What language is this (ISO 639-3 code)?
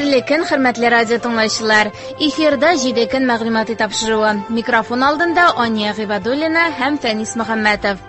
tat